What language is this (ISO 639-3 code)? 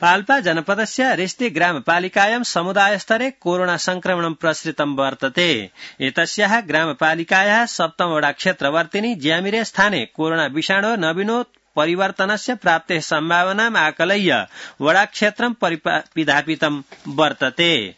san